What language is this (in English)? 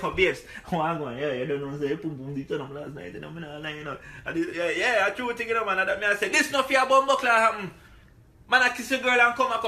Jamaican Creole English